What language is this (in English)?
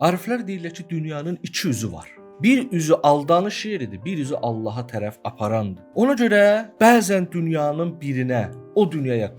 Azerbaijani